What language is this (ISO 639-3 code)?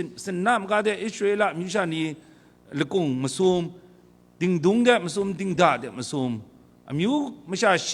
kac